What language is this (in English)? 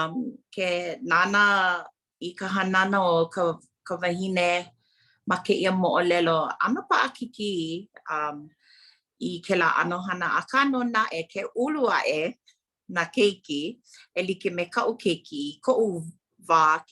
Hawaiian